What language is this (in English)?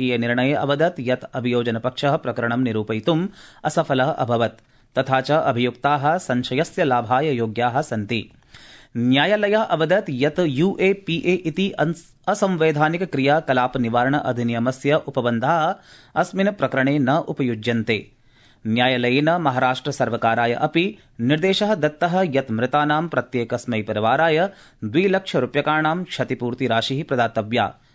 Sanskrit